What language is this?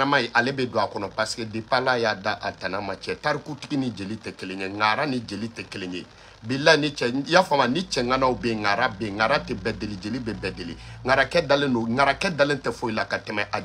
Bambara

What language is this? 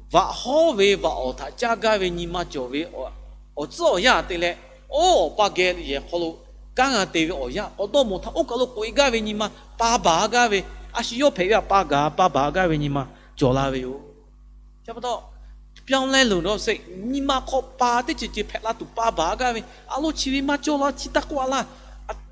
Lahu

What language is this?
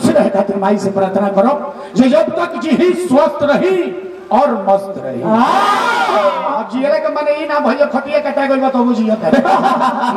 Bhojpuri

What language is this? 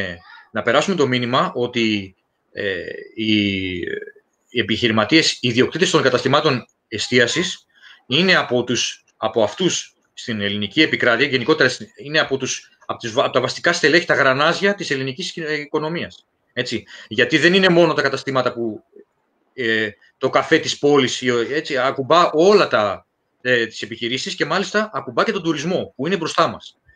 Greek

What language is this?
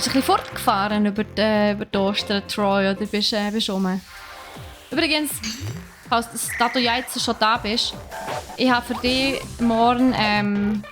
Swiss German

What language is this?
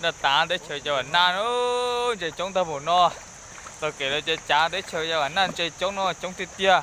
Hmong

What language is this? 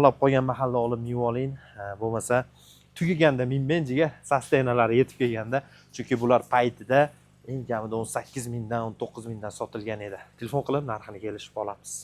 Uzbek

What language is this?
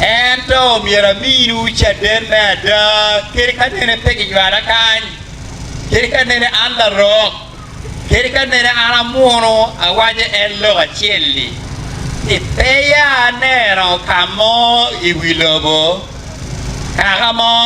Acoli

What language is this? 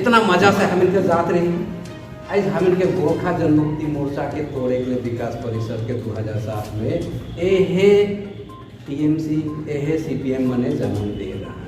Sadri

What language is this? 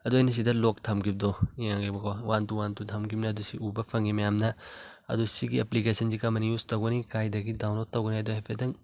Manipuri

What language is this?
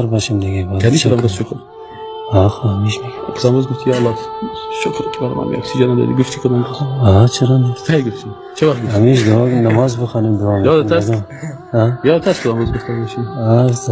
Persian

